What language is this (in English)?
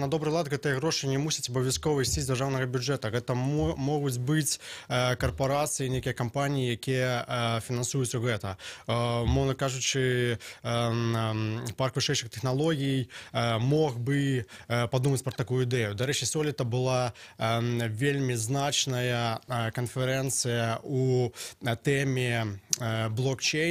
Belarusian